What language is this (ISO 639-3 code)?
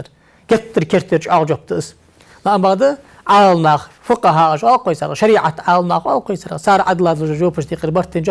inh